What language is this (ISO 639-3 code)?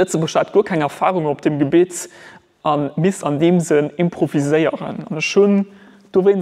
ltz